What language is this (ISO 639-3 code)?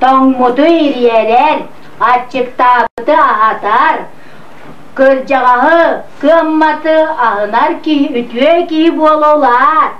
sah